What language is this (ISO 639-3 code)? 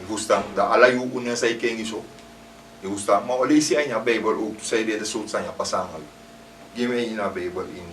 srn